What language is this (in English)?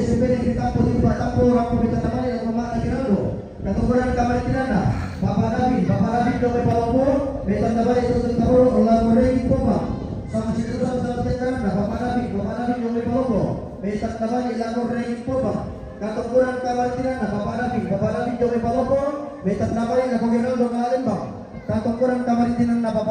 Toraja-Sa'dan